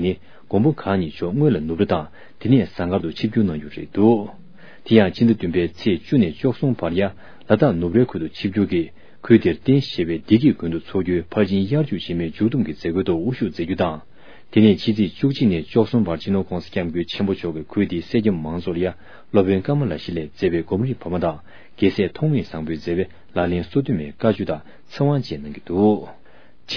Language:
Tibetan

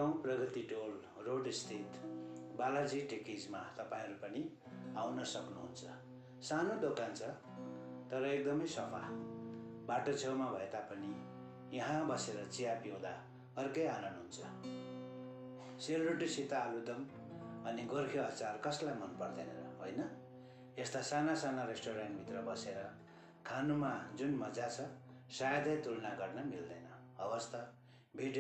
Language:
Nepali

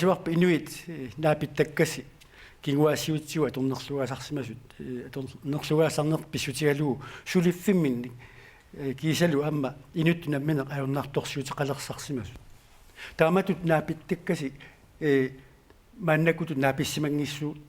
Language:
Kalaallisut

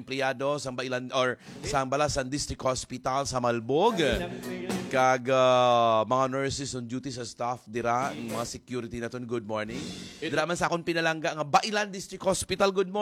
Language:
Hiligaynon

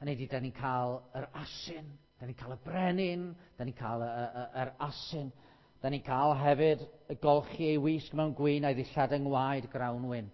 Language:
Welsh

